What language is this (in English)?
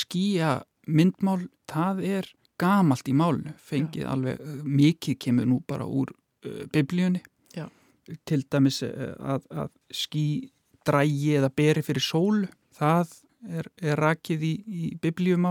Icelandic